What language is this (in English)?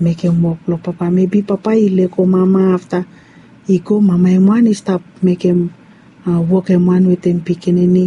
Bislama